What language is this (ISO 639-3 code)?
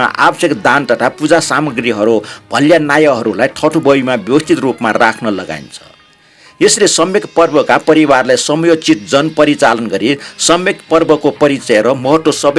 new